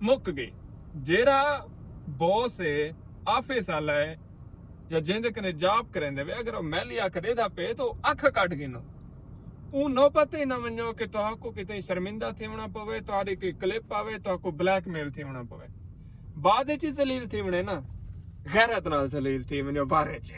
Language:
Saraiki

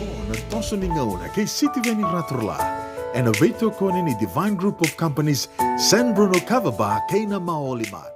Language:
Fijian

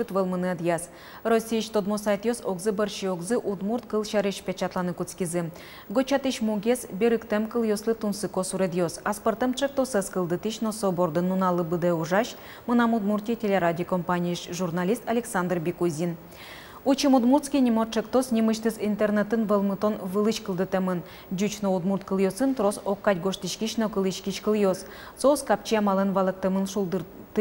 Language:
Udmurt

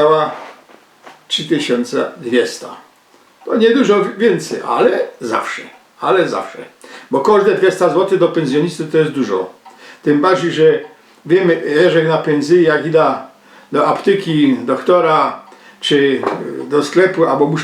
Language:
Silesian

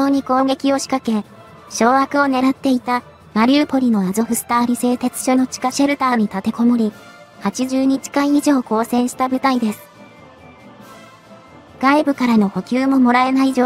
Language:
Japanese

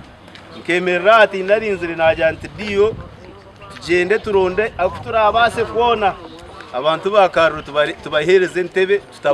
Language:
Nyankole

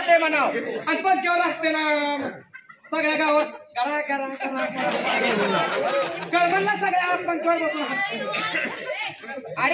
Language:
Marathi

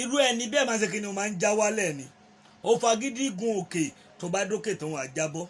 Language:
Yoruba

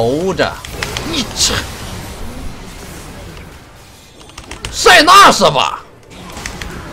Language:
Chinese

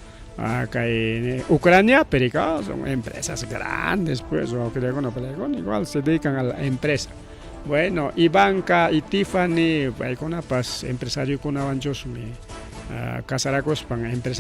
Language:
Ayacucho Quechua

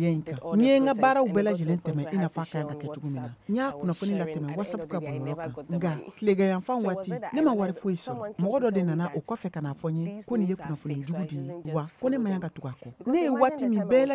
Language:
Bambara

